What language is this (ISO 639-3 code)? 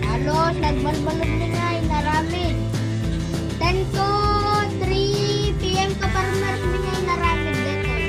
ilo